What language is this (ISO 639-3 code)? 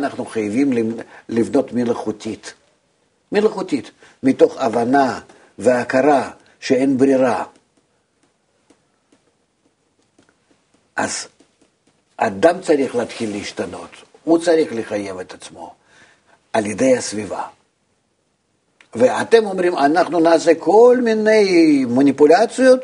heb